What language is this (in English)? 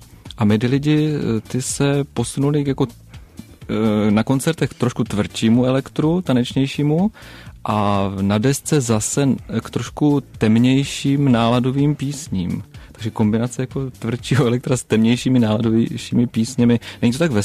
Czech